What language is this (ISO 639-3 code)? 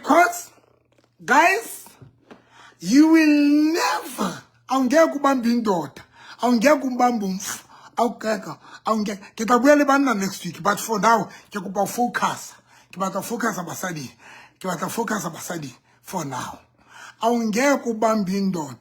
sot